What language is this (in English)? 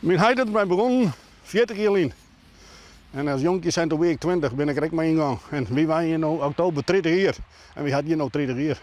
Western Frisian